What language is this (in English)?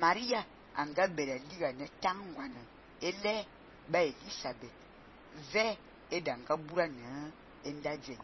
Fang